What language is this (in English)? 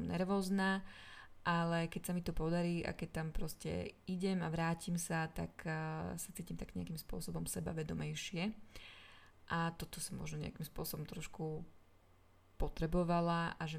Slovak